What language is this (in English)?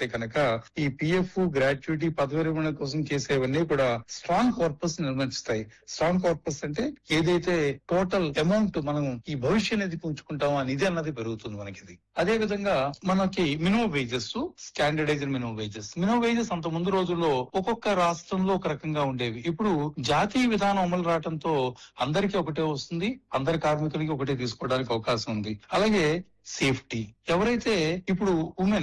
Telugu